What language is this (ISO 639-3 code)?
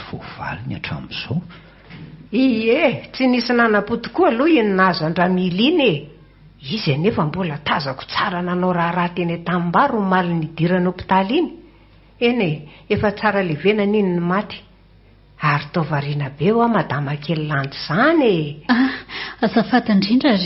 mlg